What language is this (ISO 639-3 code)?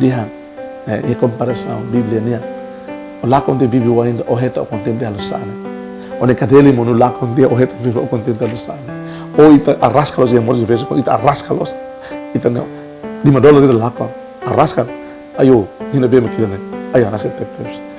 tet